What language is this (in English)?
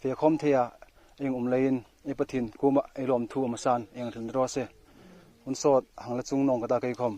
Hmar